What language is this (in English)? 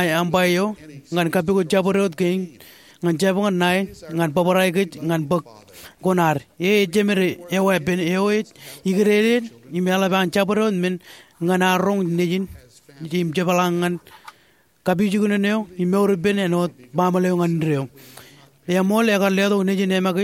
Marshallese